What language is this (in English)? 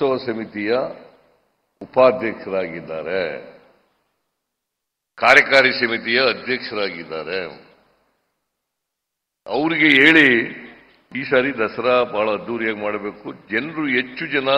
Kannada